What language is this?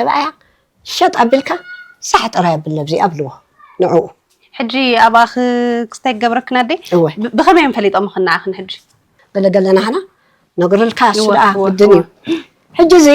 Tigrinya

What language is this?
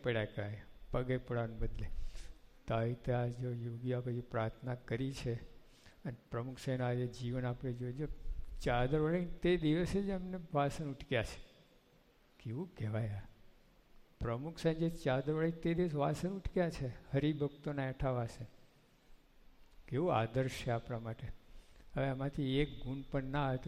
Gujarati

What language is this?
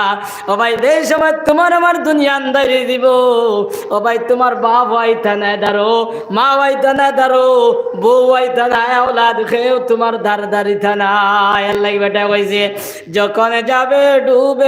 Sylheti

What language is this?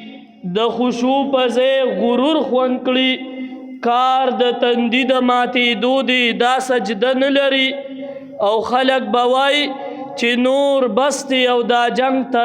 Pashto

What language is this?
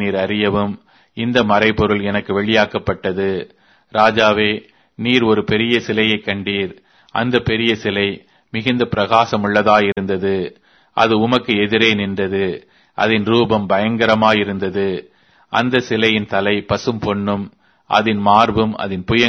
Tamil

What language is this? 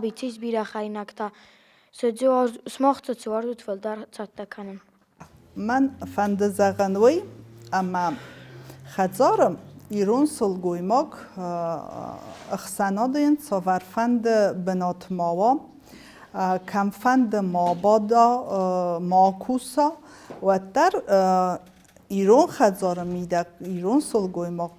Ossetic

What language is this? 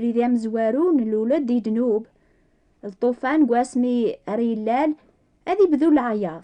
Kabyle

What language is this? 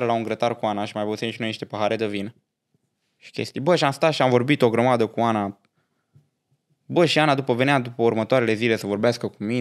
Romanian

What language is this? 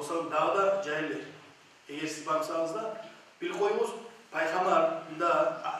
Kumyk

